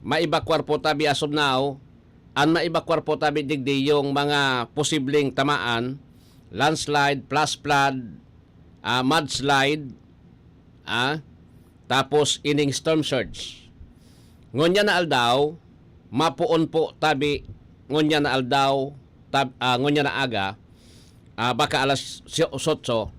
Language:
Bikol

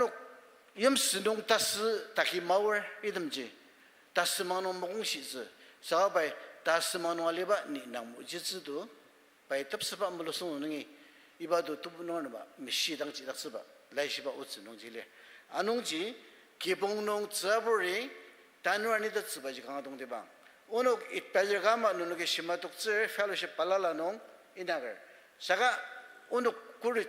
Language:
Ao Naga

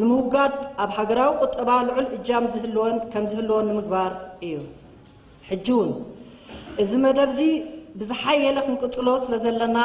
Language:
Tigrinya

